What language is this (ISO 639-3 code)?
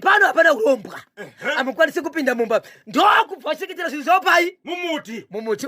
sna